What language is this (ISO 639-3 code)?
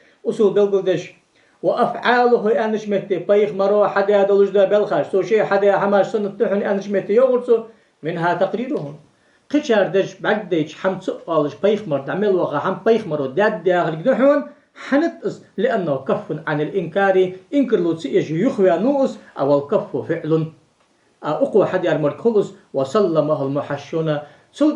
inh